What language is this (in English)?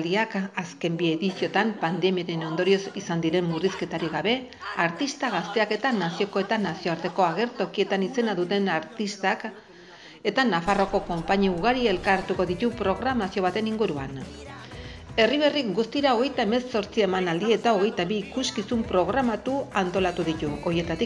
Basque